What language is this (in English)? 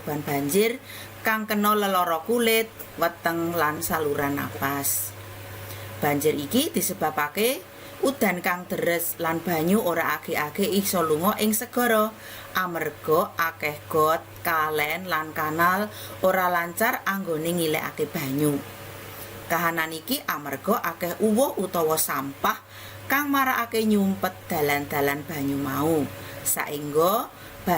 Javanese